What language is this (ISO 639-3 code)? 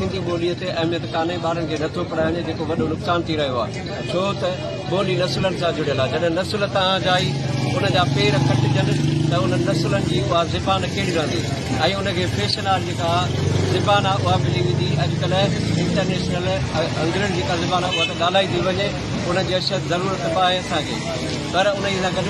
snd